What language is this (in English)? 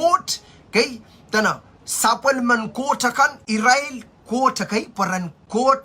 Pohnpeian